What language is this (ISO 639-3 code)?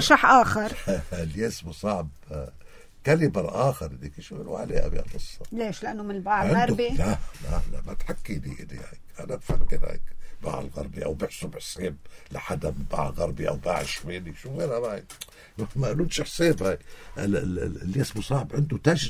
apc